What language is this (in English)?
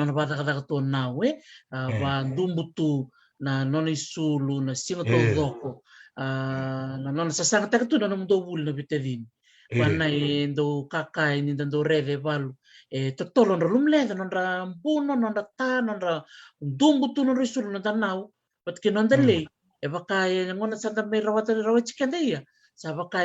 Fijian